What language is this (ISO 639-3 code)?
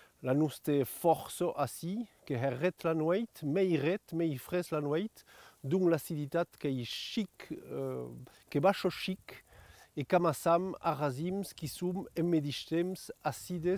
oci